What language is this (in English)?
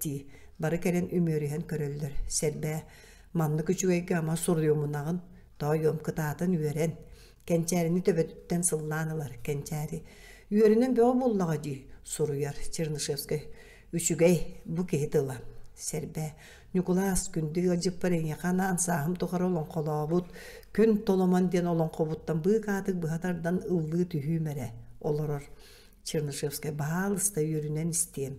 Yakut